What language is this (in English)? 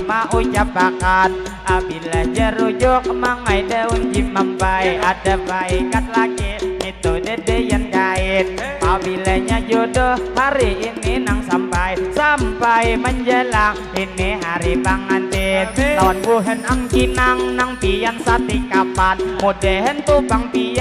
Banjar